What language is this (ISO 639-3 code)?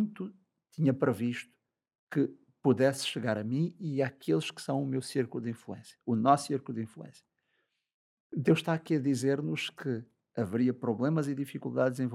por